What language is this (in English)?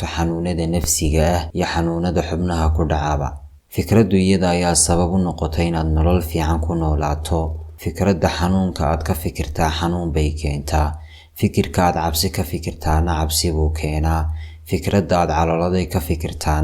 Somali